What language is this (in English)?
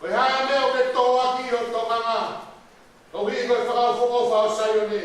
Tongan